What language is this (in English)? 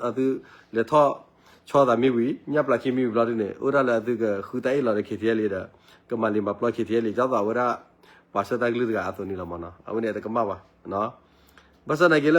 S'gaw Karen